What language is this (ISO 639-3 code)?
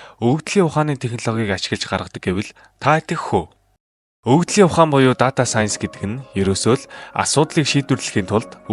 mon